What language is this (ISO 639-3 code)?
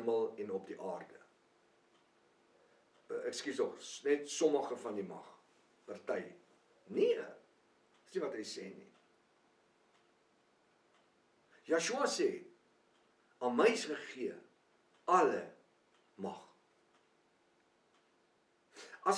afr